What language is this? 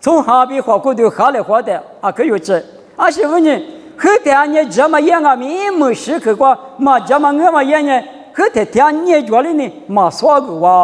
Lisu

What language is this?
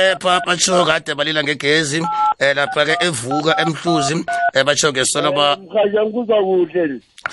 South Ndebele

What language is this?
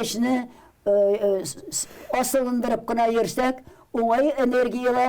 Tatar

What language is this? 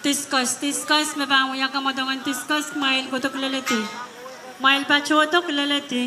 Pohnpeian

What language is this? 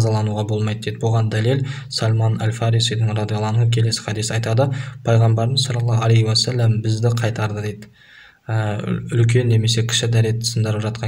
Kazakh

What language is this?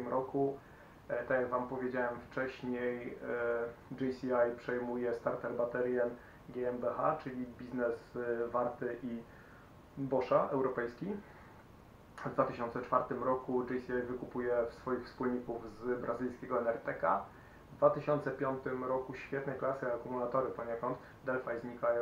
Polish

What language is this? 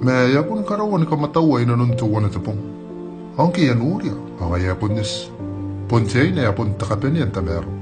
Gilbertese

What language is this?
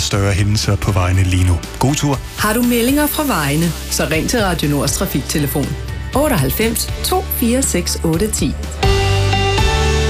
Danish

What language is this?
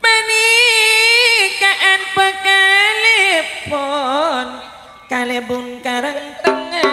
Madurese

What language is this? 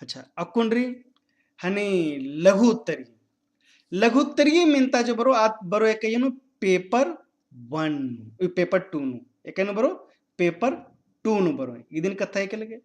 Kurukh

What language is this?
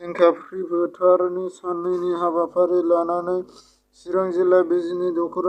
Bodo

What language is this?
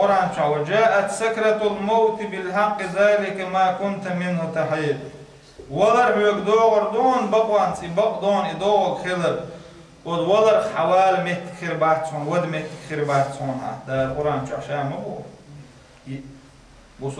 Chechen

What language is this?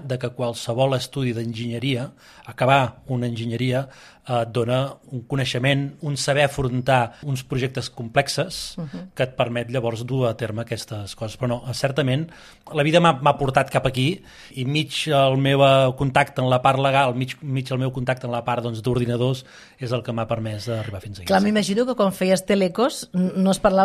Catalan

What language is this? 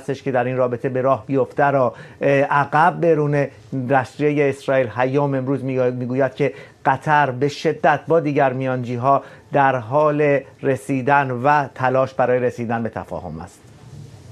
Persian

